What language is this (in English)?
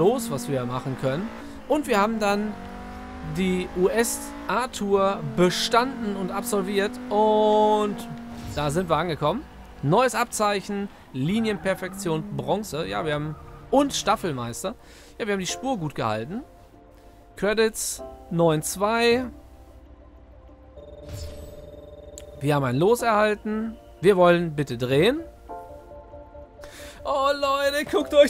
German